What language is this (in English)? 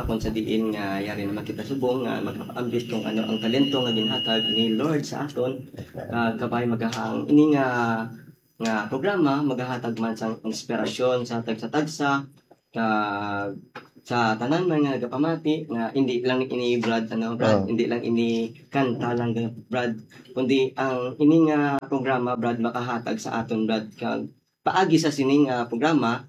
Hiligaynon